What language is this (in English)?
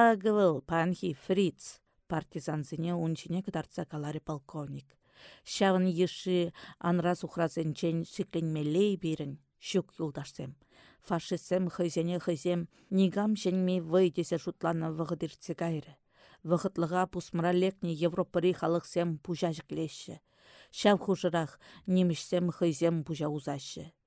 Chuvash